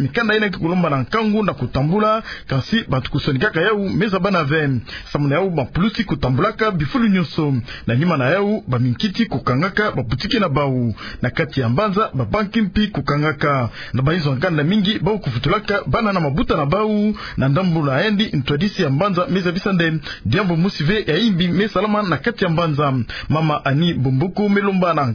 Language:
Kituba (Democratic Republic of Congo)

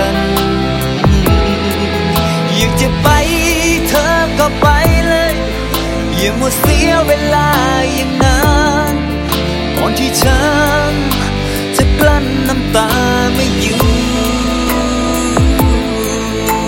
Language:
Thai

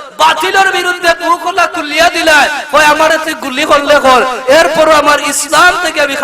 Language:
Sylheti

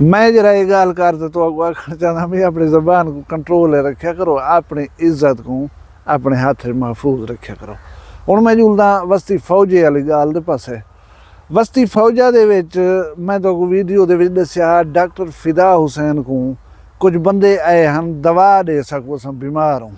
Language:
Saraiki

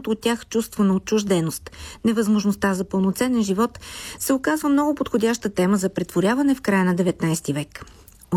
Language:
Bulgarian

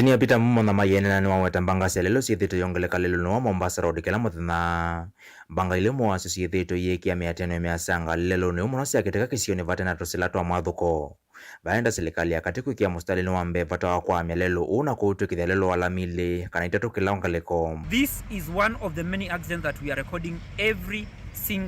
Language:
Kamba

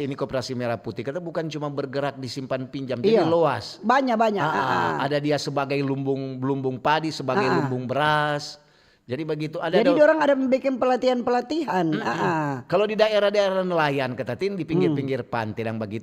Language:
Manado Malay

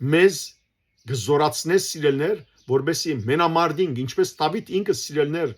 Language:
Western Armenian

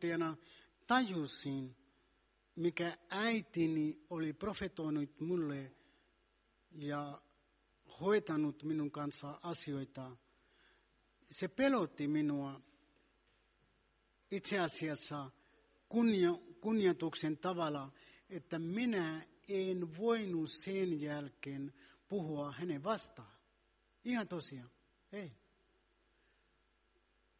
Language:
Finnish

